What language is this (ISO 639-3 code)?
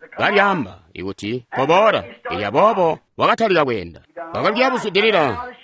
toi